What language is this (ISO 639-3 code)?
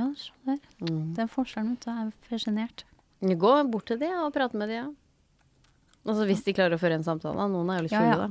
nor